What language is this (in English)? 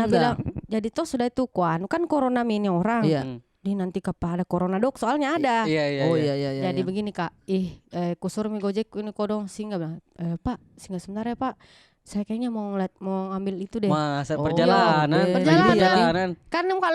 Makassar Malay